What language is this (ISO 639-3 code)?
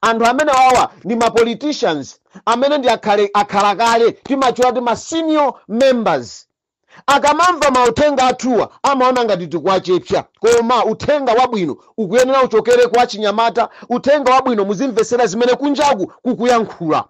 nya